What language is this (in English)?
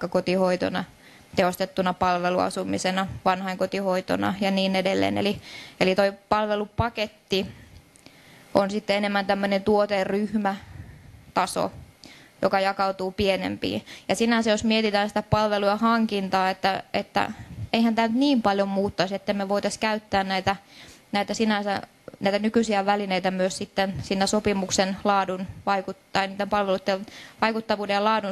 Finnish